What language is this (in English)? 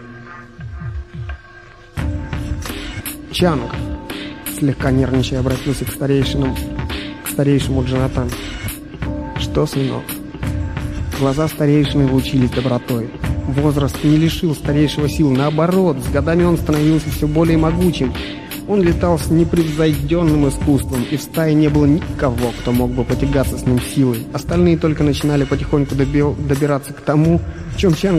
Russian